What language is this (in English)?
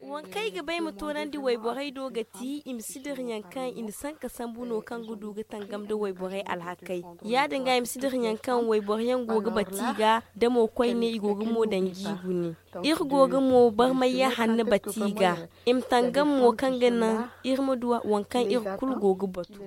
Zarma